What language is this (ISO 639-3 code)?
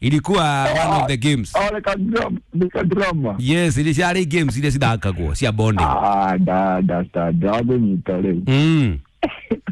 kik